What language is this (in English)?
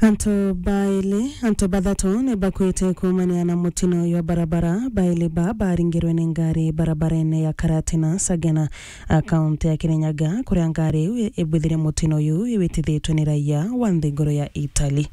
Meru